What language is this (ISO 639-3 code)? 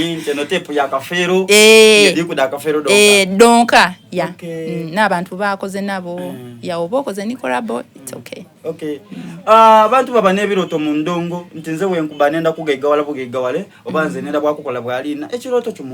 xog